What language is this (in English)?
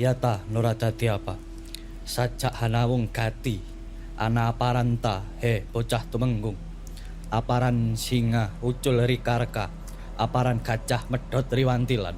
Javanese